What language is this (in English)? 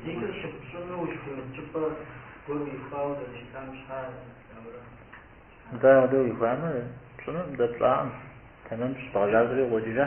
Kabardian